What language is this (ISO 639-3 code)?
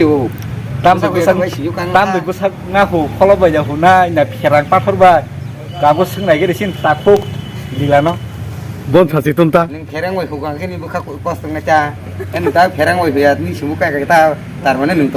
trp